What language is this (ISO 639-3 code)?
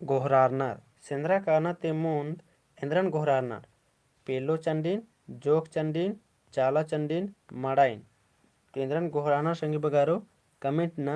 kru